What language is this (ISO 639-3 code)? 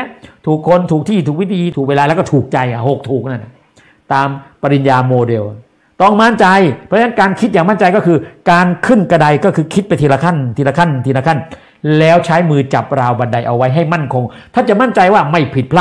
tha